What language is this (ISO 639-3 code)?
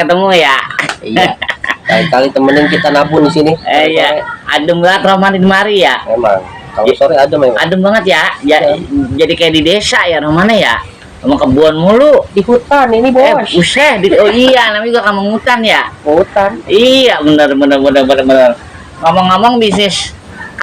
bew